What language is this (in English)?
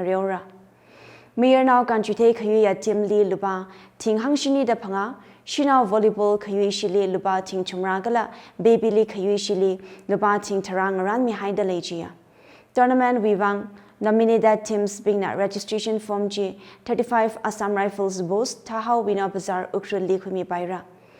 Tangkhul Naga (India)